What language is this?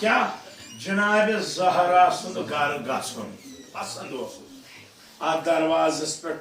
Kashmiri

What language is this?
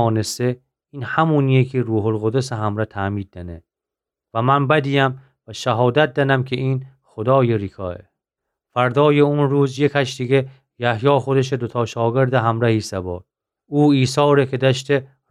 Gilaki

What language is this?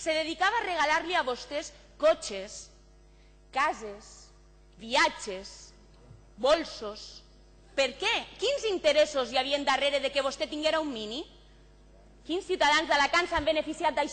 Catalan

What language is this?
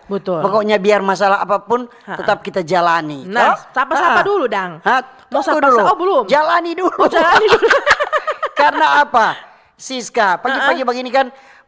Manado Malay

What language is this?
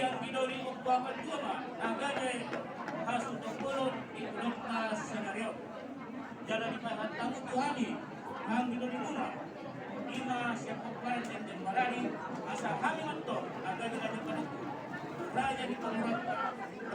Batak Toba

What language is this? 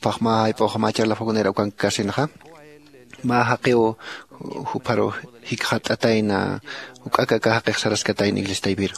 Aymara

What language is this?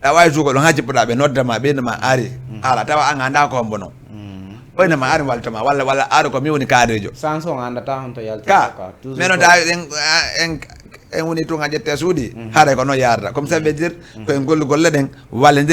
Fula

